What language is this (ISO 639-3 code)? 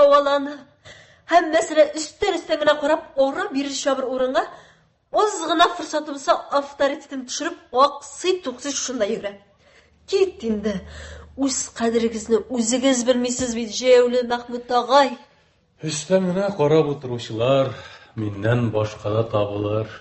tat